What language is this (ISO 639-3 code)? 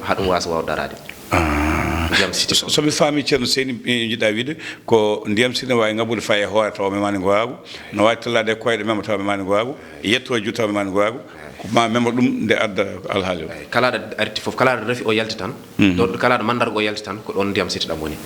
ful